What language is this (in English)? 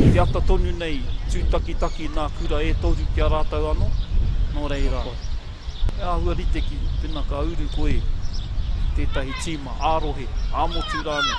Māori